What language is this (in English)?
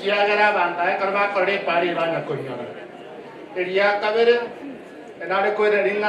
Gusii